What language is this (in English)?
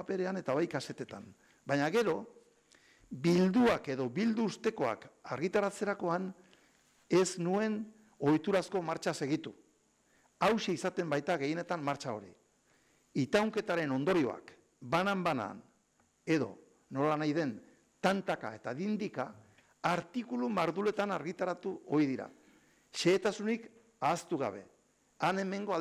Basque